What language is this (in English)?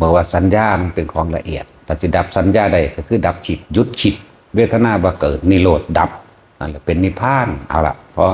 Northeastern Thai